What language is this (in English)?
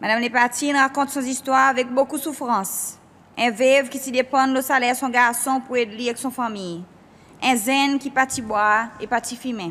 Seselwa Creole French